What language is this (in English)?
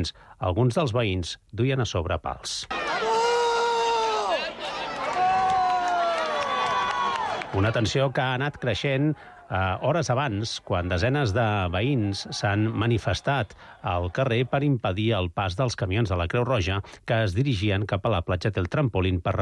Catalan